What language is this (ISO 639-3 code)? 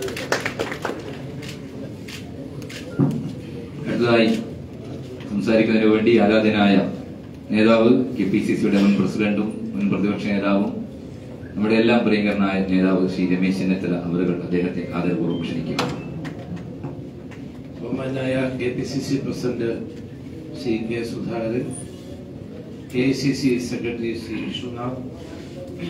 mal